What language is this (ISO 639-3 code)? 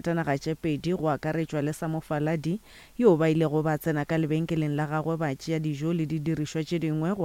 nso